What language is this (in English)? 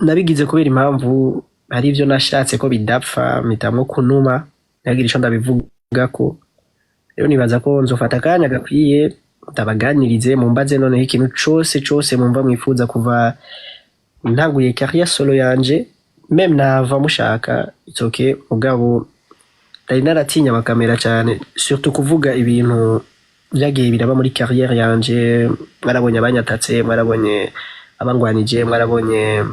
Rundi